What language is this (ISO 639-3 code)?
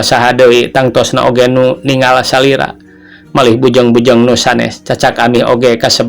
sun